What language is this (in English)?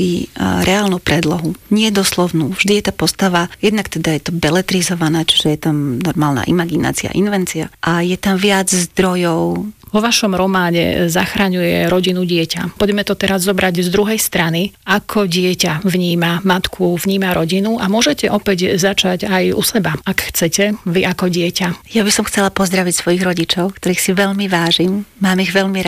Slovak